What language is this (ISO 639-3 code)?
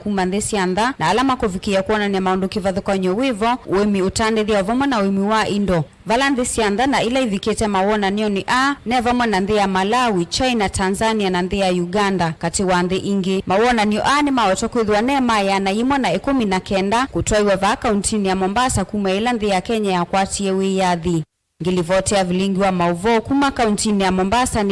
kam